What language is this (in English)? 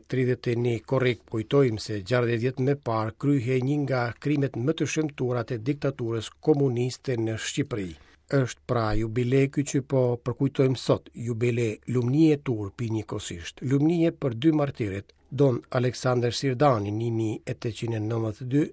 Albanian